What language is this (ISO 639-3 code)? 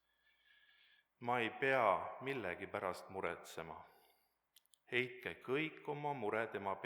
est